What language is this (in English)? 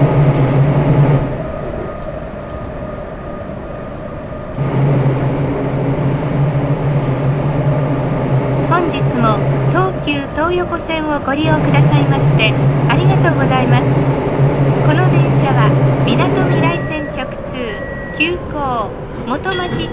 Japanese